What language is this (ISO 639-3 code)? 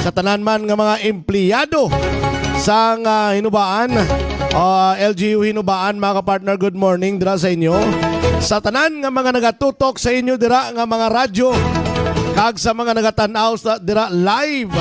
hil